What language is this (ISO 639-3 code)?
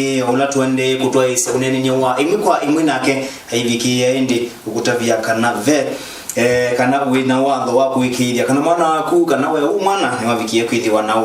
kam